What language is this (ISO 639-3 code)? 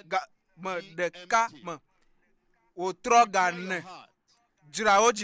ewe